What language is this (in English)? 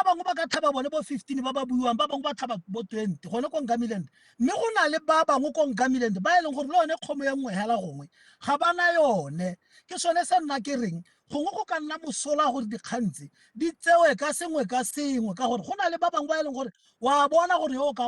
Tswana